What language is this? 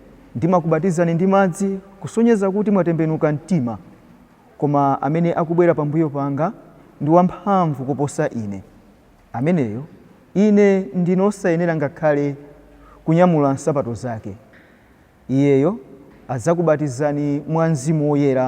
Nyanja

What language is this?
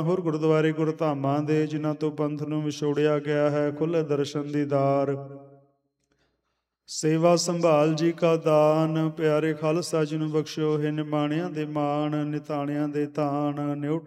Punjabi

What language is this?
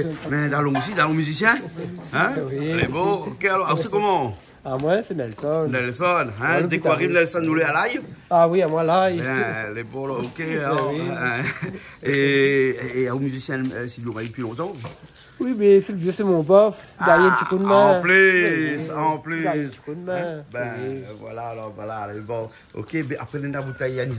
Réunion Creole French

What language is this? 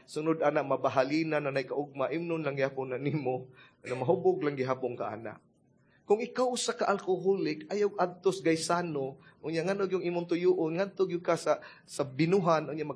Cebuano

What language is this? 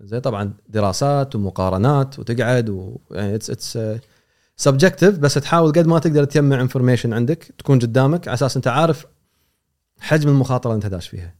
Gulf Arabic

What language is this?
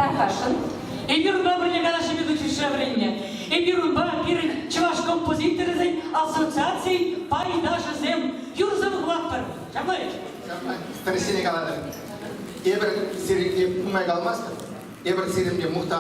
Chuvash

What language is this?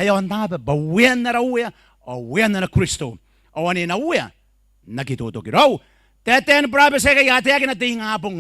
Gilbertese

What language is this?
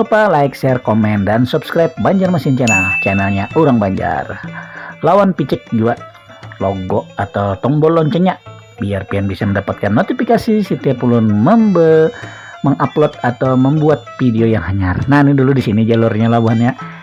Banjar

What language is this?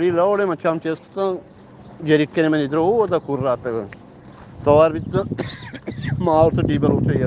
Eastern Balochi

